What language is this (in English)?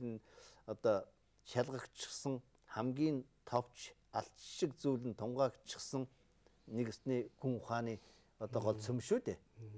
Mongolian